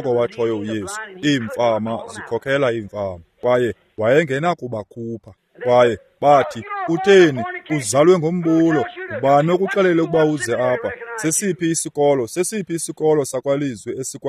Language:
Xhosa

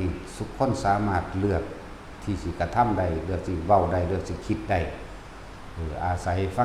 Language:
Northeastern Thai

